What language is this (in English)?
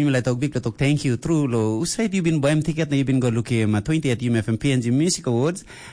Tok Pisin